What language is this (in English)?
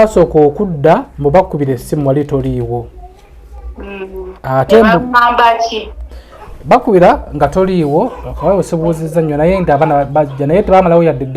Ganda